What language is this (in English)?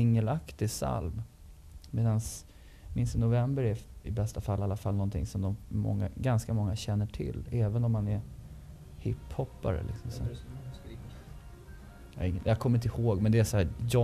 Swedish